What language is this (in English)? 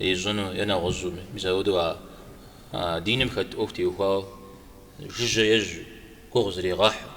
Kabardian